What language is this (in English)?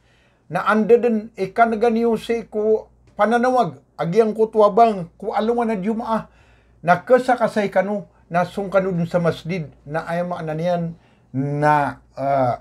Maranao